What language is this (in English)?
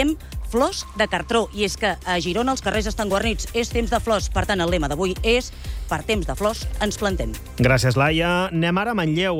Catalan